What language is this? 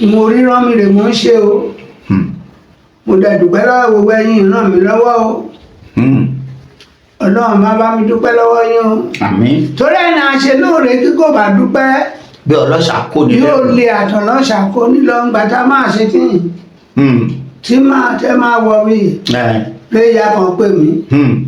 Yoruba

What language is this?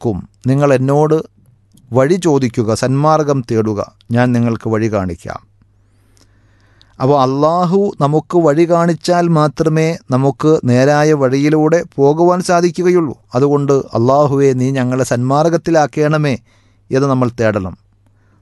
Malayalam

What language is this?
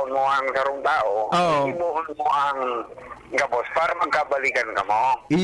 Bikol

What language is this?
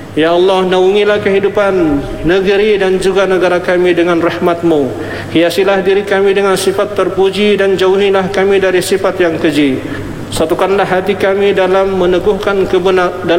Malay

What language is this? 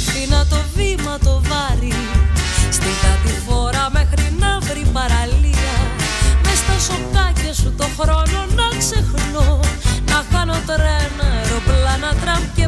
Greek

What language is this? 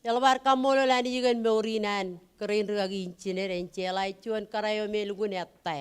Marshallese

